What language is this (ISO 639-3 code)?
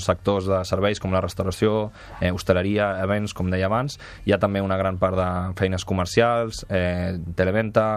cat